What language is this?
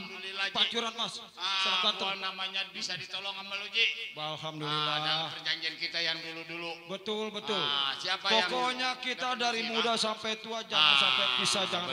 Betawi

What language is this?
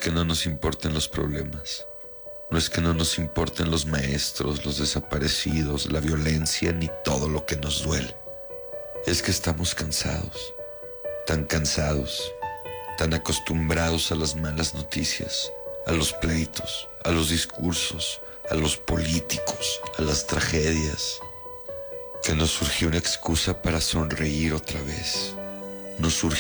Spanish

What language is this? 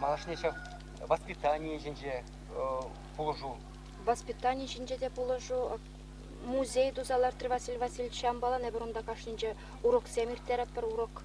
Chuvash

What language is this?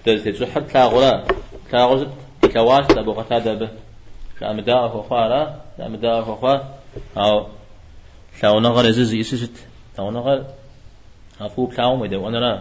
Kabardian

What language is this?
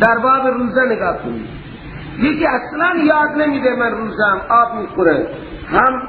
Persian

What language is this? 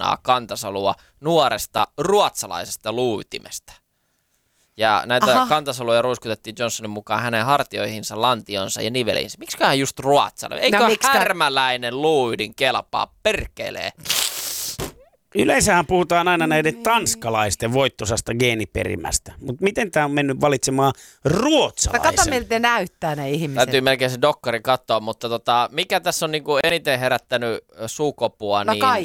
Finnish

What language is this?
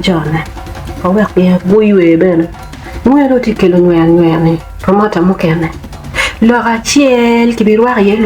Acoli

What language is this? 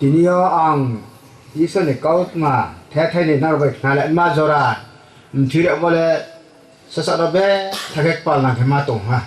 Riang (India)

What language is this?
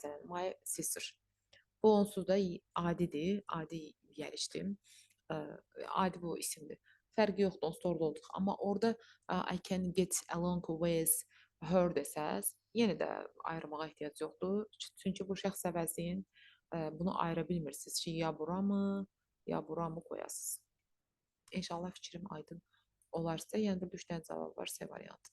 Azerbaijani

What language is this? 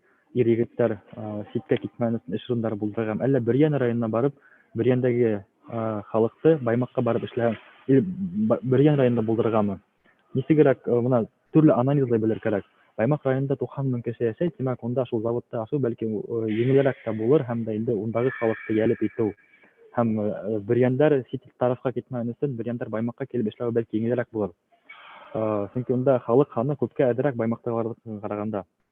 Bashkir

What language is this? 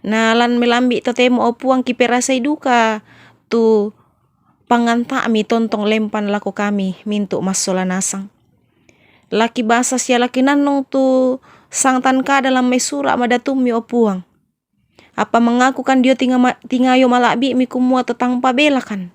Toraja-Sa'dan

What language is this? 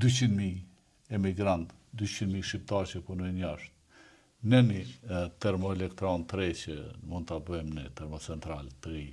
Albanian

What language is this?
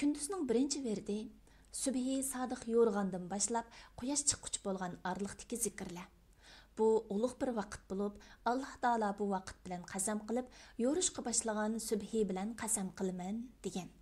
Uyghur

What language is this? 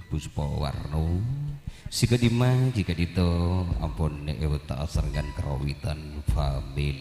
Madurese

